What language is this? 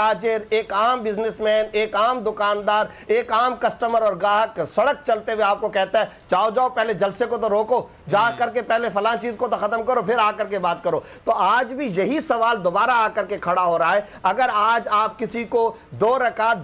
Urdu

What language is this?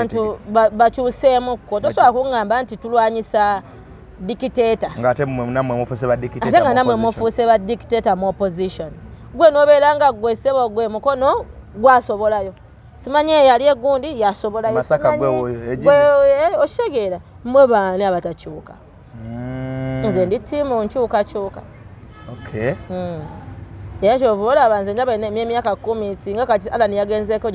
Ganda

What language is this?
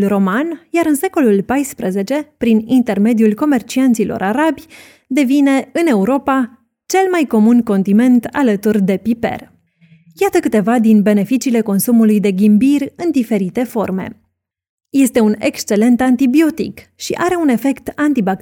Romanian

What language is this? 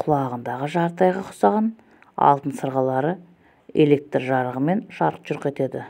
Kazakh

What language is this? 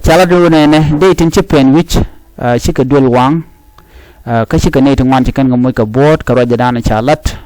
Nuer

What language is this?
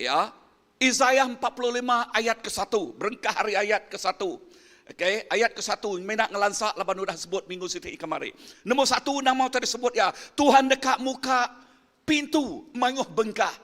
Iban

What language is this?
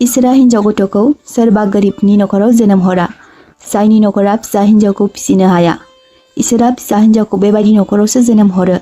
Bodo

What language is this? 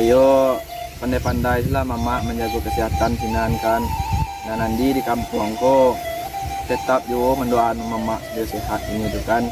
Minangkabau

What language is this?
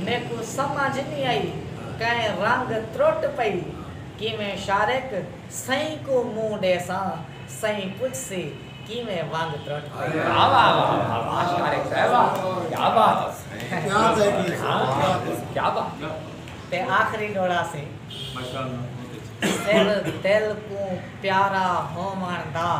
Saraiki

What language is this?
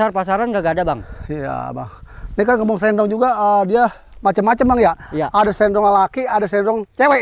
Betawi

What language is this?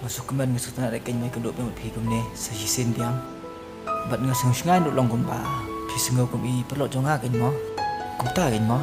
Khasi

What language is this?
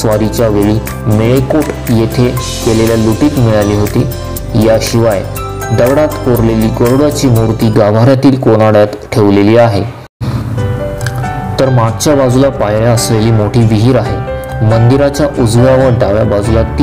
Marathi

